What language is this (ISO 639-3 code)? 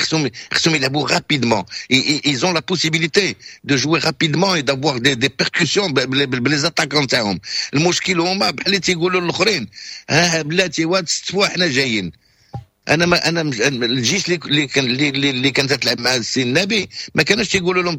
ary